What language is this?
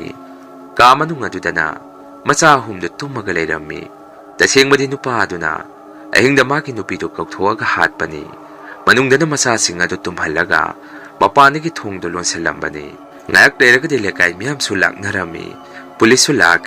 Manipuri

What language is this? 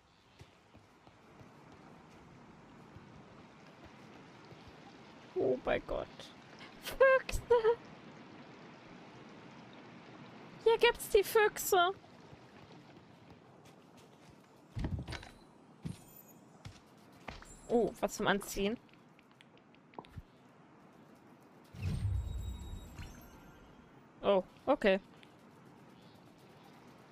German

